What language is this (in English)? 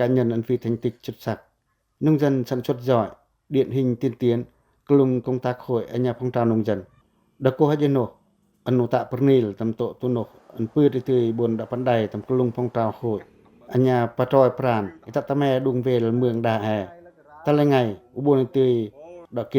Pacoh